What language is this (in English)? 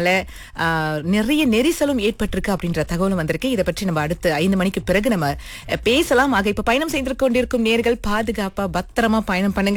Tamil